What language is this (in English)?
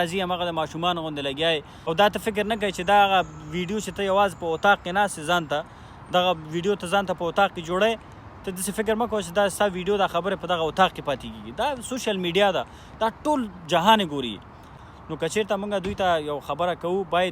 Pashto